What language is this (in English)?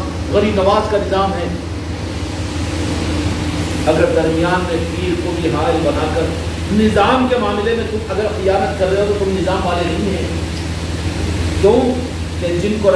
Urdu